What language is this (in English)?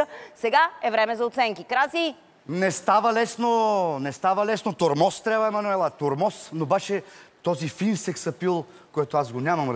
Bulgarian